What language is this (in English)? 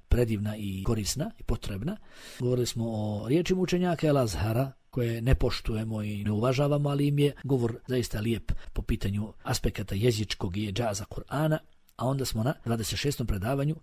Bosnian